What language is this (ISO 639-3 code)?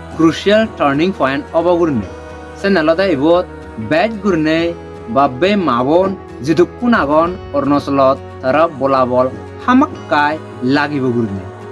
ccp